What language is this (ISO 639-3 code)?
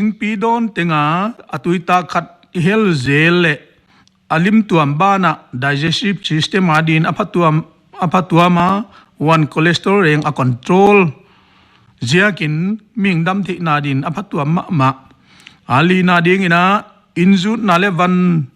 pck